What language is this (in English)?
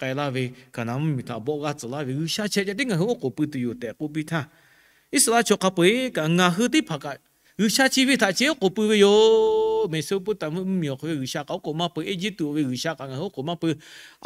Lahu